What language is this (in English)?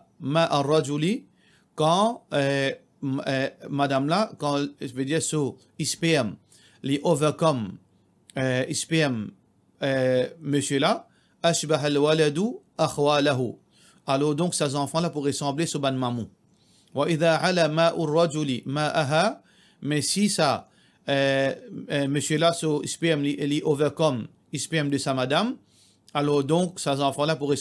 Morisyen